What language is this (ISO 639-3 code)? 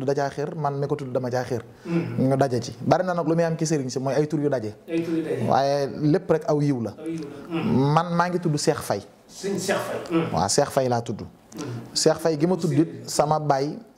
wol